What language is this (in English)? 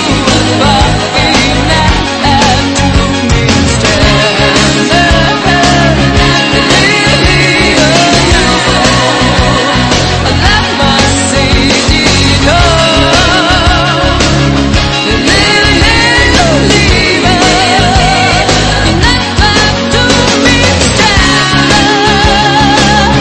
Danish